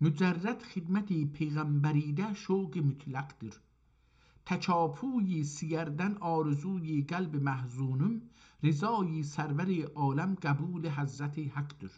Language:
South Azerbaijani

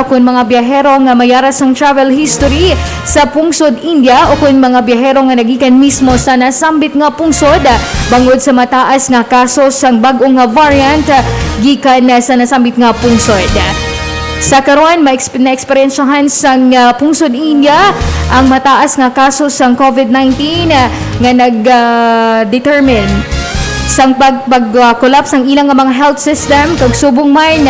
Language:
Hiligaynon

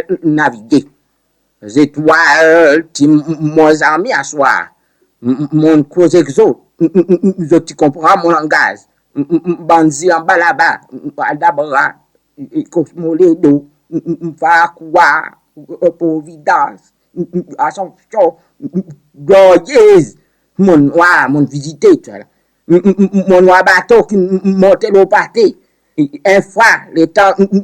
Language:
Seselwa Creole French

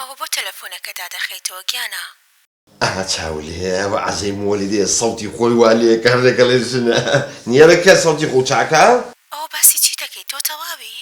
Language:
Central Kurdish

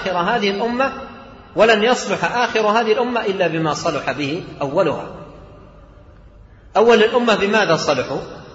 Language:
Arabic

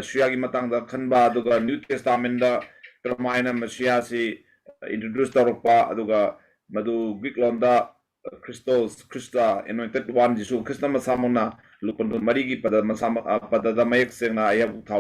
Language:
Manipuri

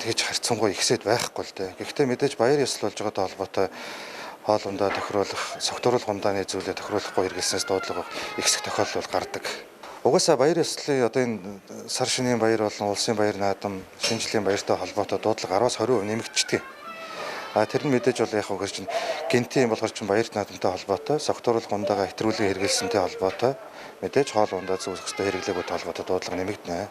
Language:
Mongolian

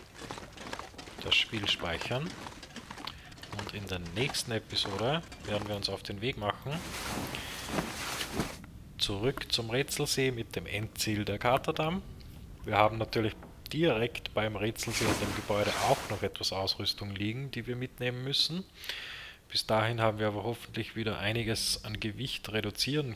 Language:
German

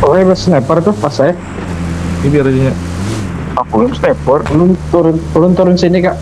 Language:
Banjar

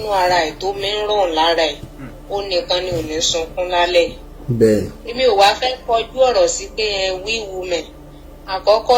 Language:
Yoruba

